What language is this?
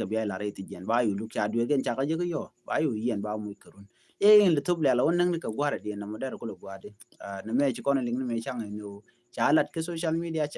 Nuer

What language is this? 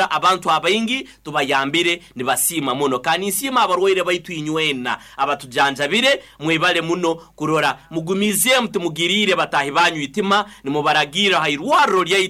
Nyoro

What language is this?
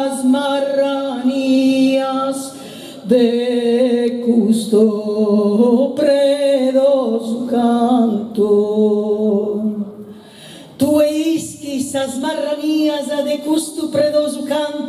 Sardinian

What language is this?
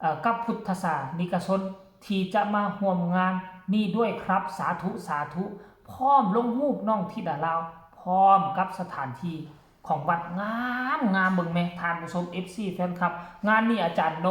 Northeastern Thai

